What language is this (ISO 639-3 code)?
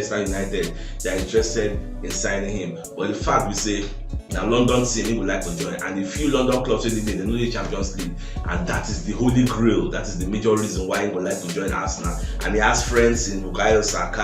pcm